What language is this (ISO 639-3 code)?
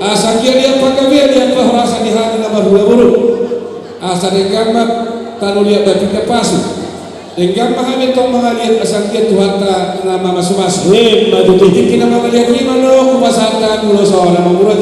bbc